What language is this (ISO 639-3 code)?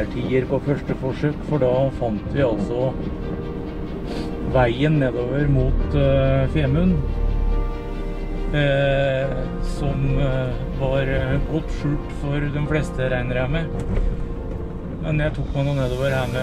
nor